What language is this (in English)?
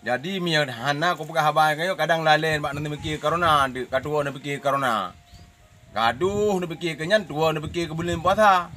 Achinese